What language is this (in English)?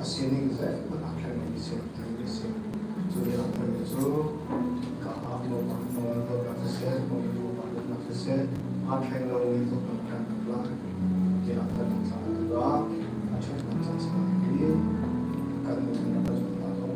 Hakha Chin